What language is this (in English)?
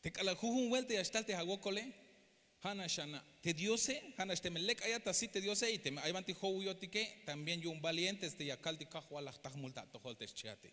Tzeltal